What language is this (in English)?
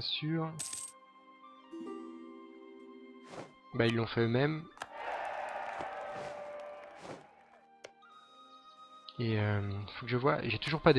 French